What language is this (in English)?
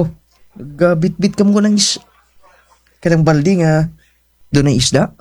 Cebuano